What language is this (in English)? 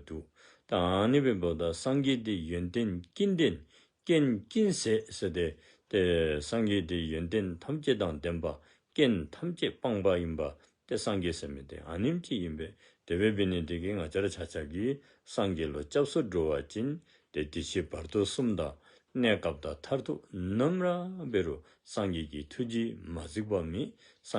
Dzongkha